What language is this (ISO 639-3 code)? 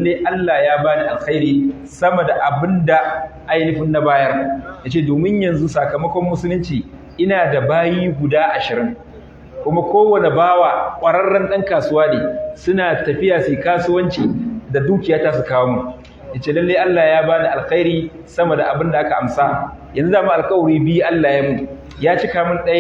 hau